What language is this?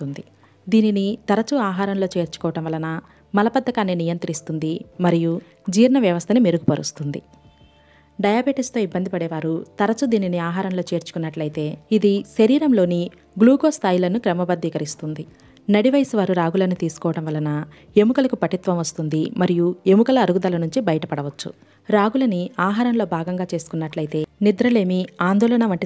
Telugu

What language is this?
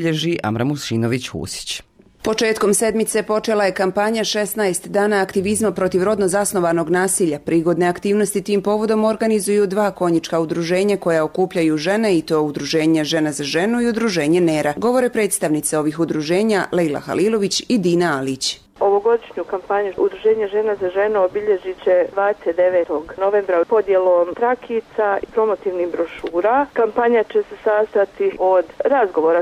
Bosnian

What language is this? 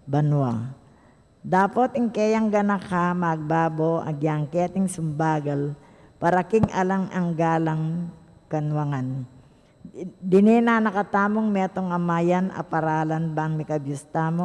Pampanga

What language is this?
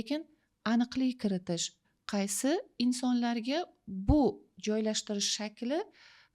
Uzbek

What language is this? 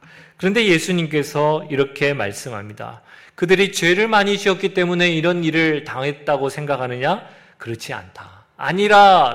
Korean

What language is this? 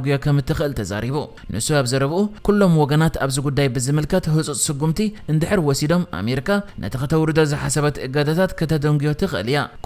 Tigrinya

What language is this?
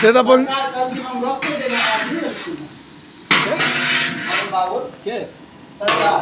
Maithili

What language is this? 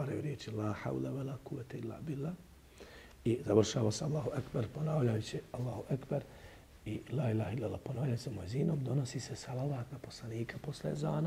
Bosnian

